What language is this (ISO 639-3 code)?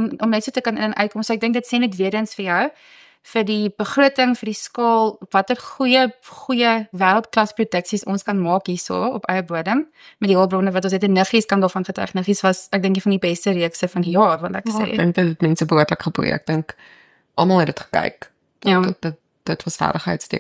afr